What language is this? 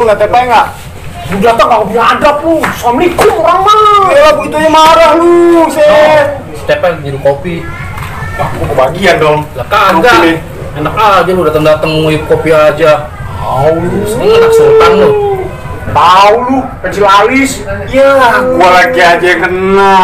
Betawi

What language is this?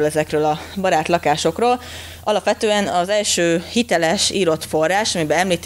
Hungarian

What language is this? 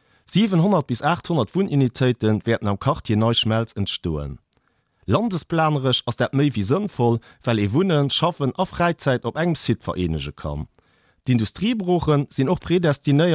Luxembourgish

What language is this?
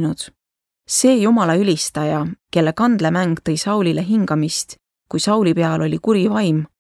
Estonian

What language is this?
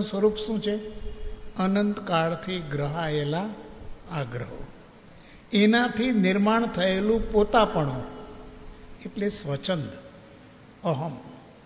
Gujarati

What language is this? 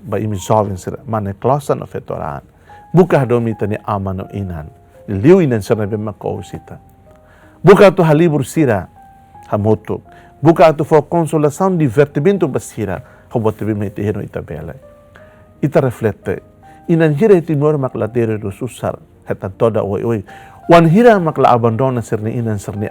Tetum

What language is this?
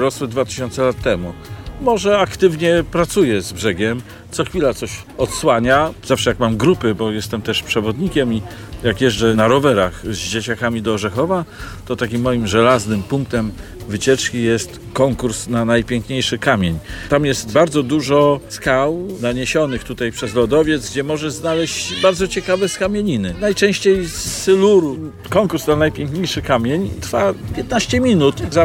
Polish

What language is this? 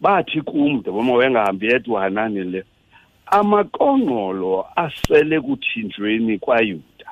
Xhosa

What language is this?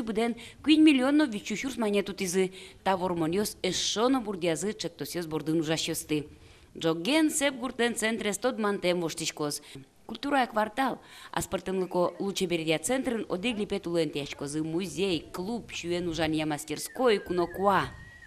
Udmurt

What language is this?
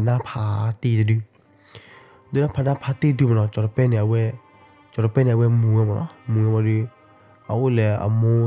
S'gaw Karen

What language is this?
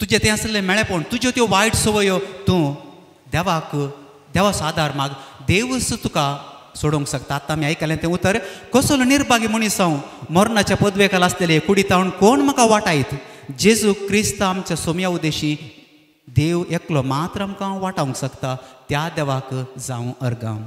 Konkani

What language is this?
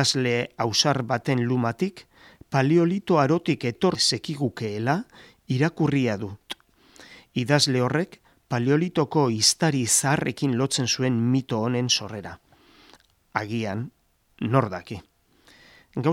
Basque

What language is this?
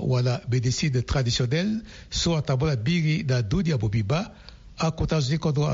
Sango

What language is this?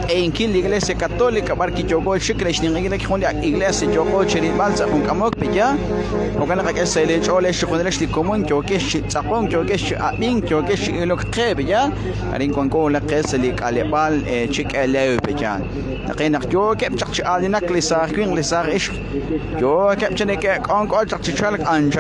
Kekchí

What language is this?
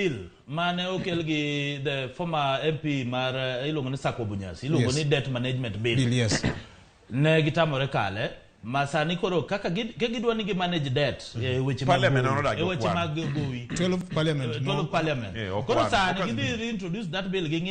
Luo (Kenya and Tanzania)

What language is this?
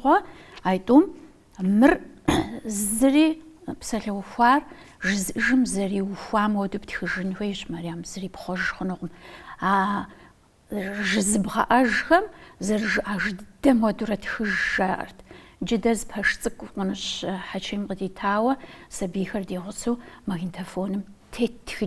Kabardian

